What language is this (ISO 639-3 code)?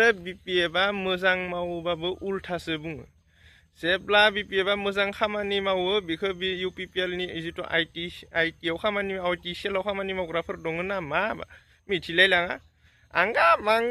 brx